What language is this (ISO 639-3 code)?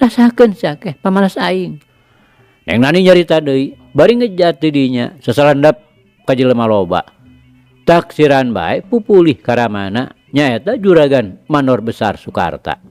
sun